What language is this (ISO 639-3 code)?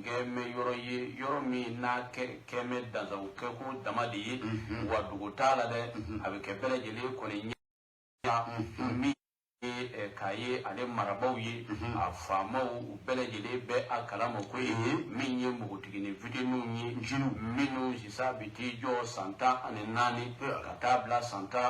bam